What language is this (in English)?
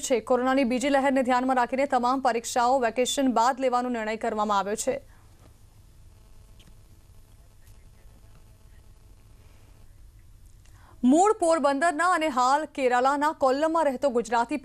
Gujarati